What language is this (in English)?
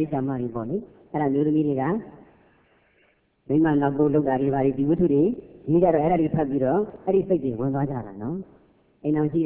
Burmese